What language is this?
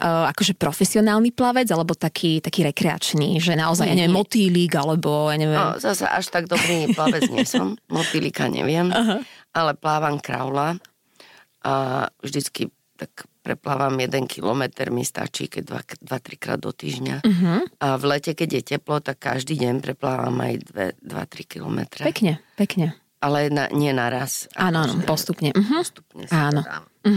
Slovak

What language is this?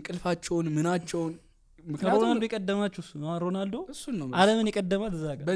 Amharic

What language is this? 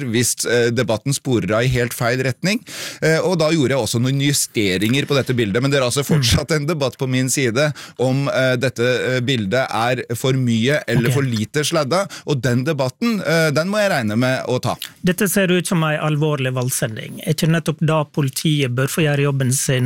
Norwegian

